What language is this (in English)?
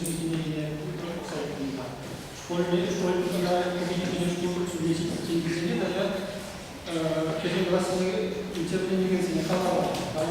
Chuvash